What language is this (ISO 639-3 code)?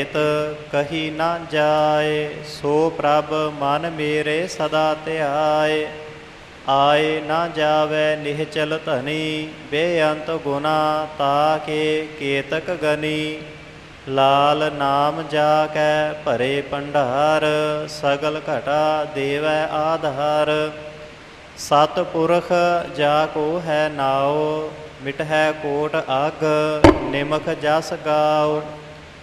pan